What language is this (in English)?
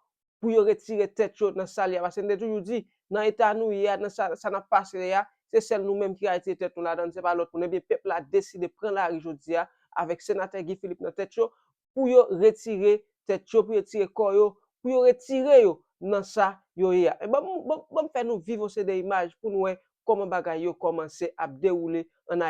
Haitian Creole